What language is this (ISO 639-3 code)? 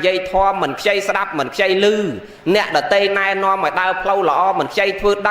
khm